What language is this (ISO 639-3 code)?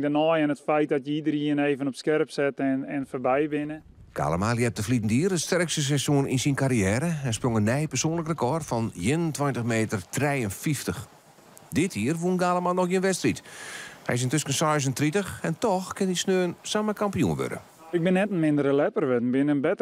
fry